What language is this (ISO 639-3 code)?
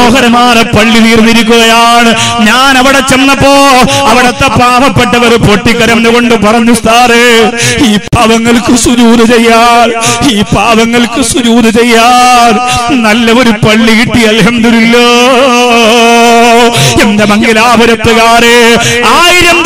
mal